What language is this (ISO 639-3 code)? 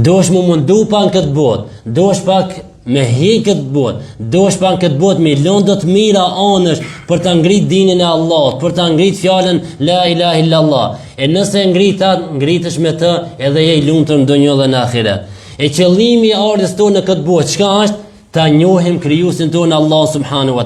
sqi